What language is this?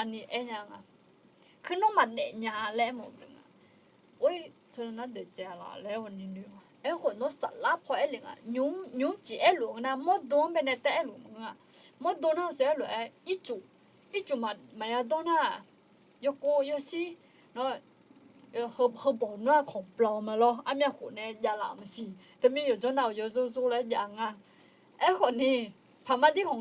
Akha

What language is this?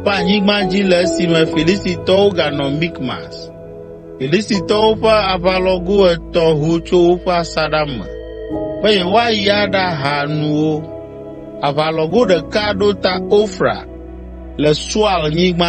Ewe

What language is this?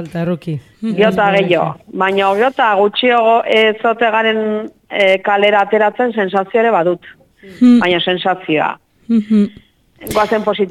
Basque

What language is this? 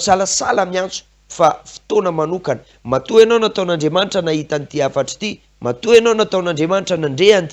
Malagasy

